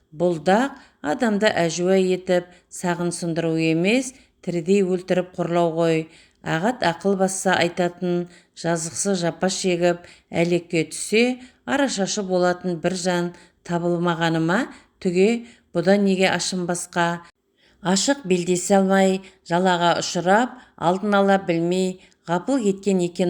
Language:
Kazakh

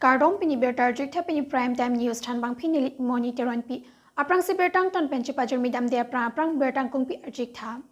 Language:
Karbi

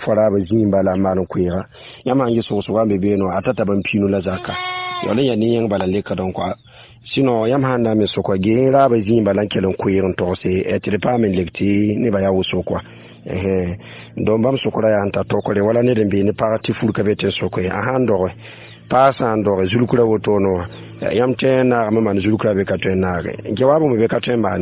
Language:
Mossi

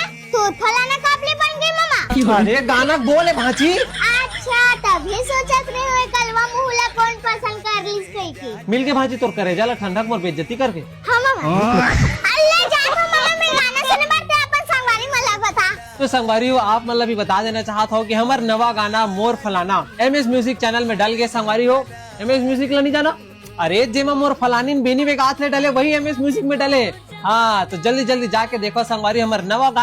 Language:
Chhattisgarhi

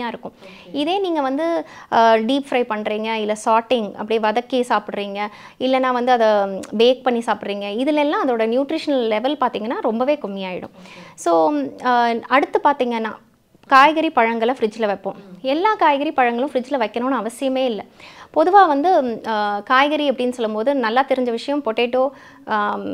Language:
Tamil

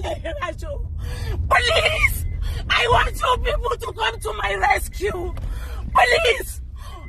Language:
Hausa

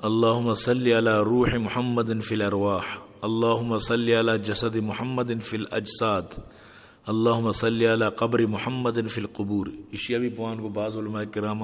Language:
Eastern Balochi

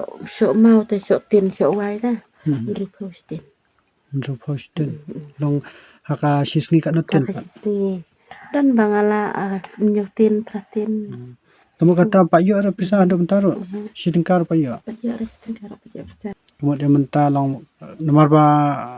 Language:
Khasi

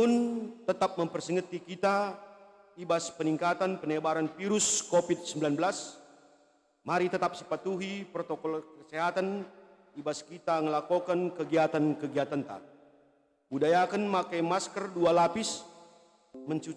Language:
Batak Karo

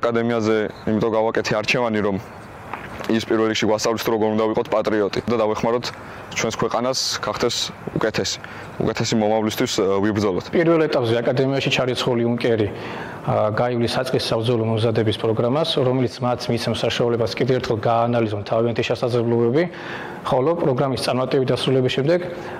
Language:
Georgian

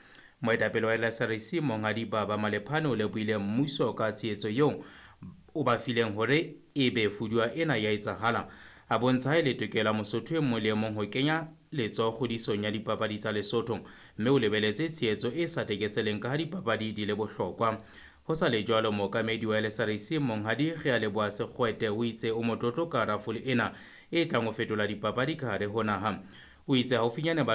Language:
Southern Sotho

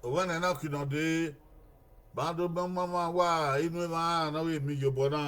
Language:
Bini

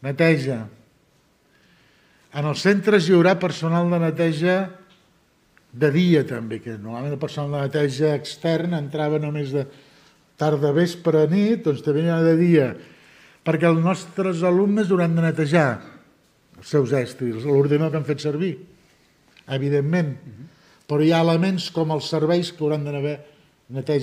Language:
Catalan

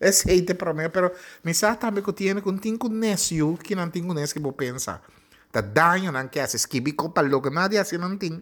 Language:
Papiamento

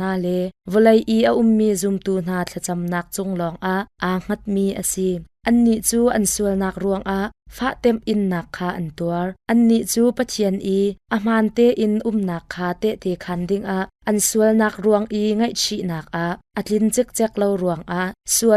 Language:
Hakha Chin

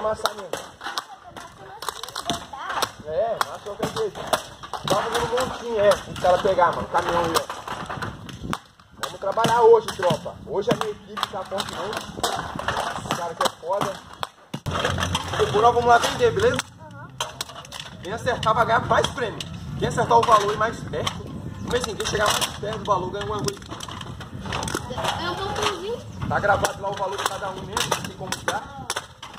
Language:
Portuguese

